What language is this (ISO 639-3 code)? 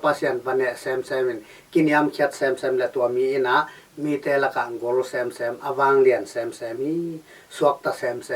ctd